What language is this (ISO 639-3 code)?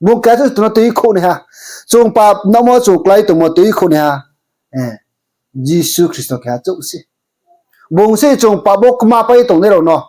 ria